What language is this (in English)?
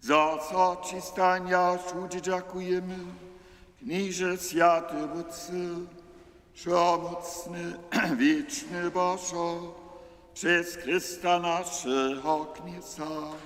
Upper Sorbian